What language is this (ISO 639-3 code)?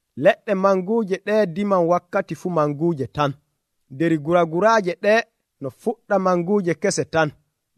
fuv